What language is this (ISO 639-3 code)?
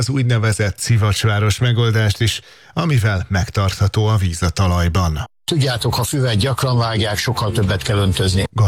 hun